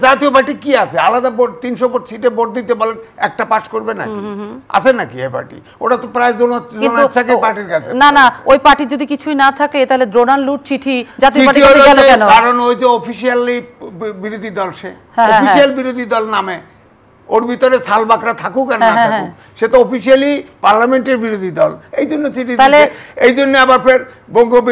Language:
Bangla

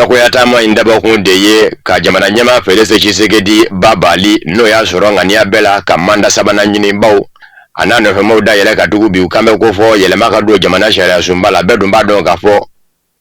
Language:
Bambara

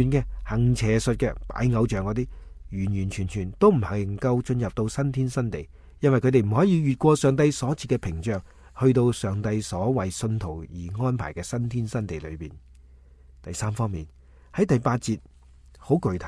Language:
Cantonese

